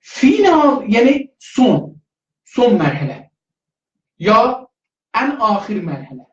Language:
South Azerbaijani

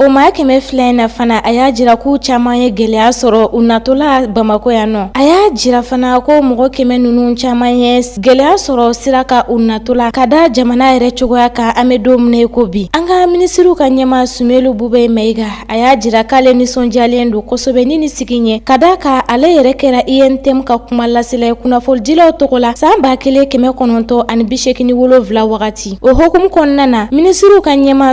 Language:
Bambara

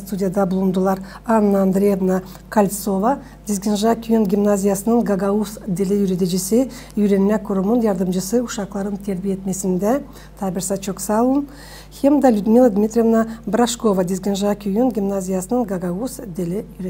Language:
Gagauz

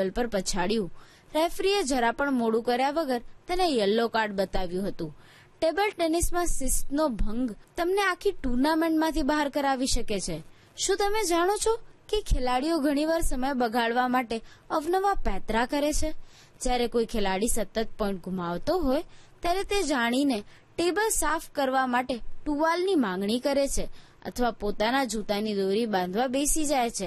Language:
Gujarati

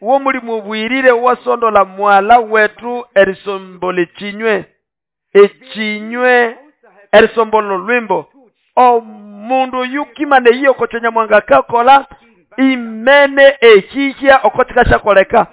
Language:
Nande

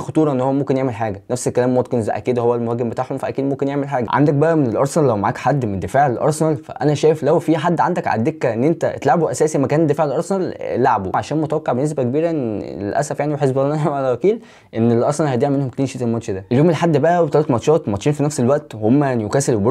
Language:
Egyptian Arabic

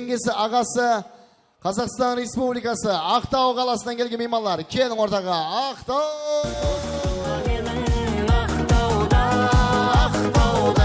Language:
Kara-Kalpak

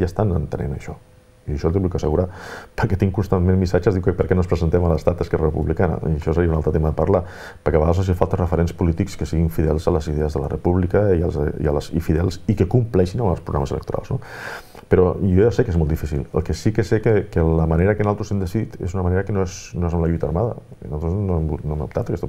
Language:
Catalan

